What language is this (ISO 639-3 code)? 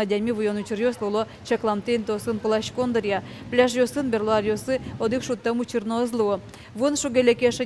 udm